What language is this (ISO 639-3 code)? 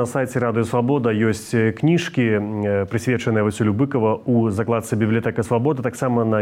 bel